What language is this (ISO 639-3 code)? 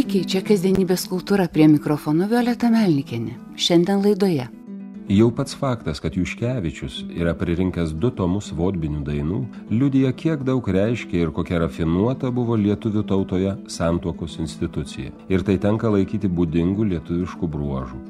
lit